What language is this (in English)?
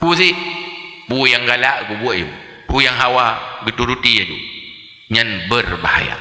Achinese